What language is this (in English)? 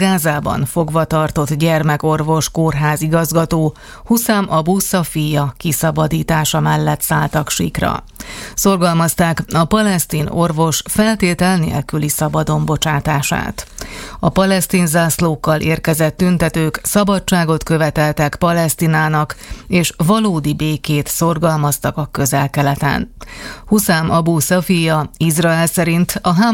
Hungarian